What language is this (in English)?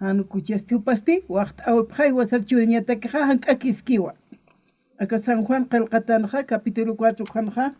Aymara